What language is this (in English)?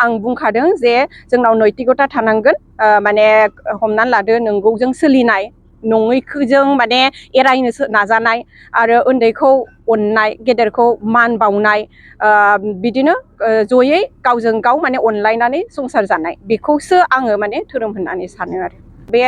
Bodo